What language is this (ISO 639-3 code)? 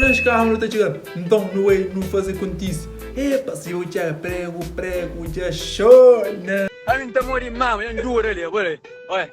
kea